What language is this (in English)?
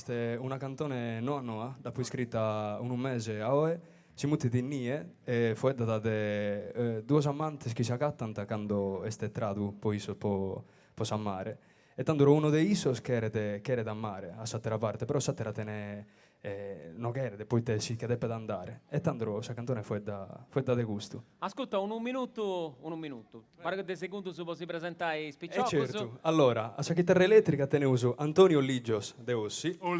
Sardinian